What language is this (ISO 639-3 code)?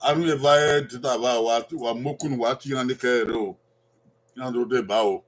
bin